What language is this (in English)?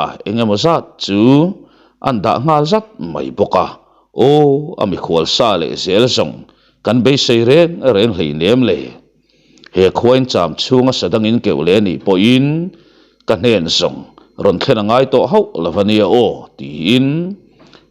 Mizo